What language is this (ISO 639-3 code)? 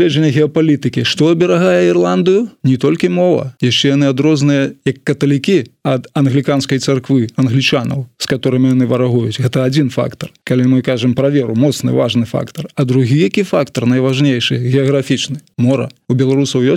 bel